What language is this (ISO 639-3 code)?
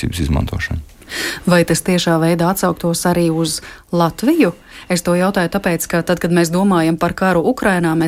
lav